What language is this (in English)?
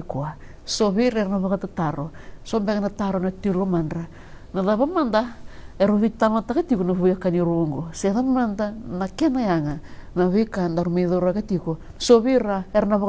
Fijian